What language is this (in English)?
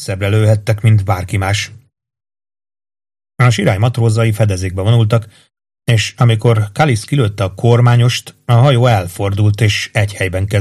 Hungarian